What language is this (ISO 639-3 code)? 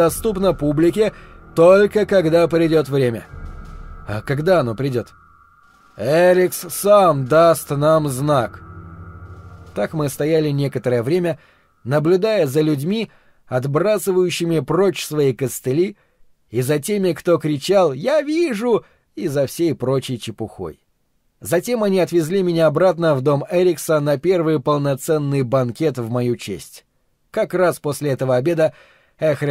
rus